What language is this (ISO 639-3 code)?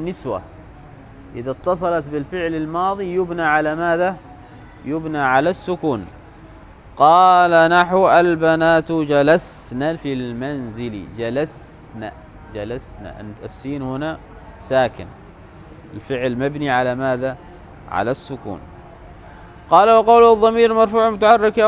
ara